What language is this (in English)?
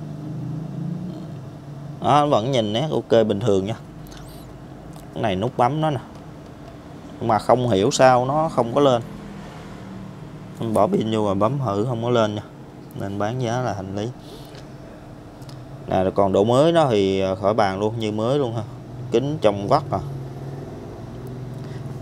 Vietnamese